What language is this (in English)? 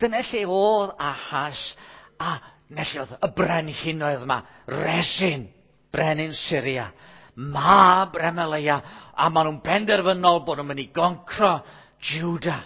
Welsh